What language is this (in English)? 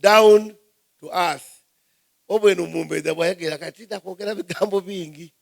Soga